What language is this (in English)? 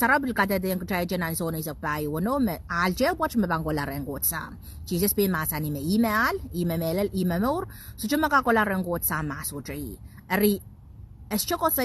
Pohnpeian